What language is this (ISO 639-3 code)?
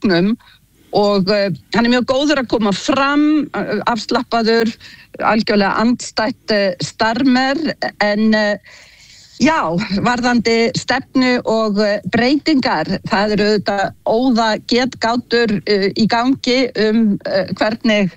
isl